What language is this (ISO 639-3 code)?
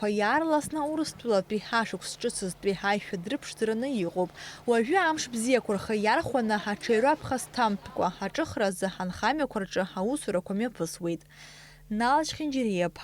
abk